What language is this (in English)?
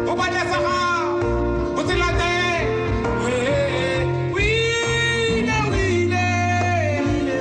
Tswana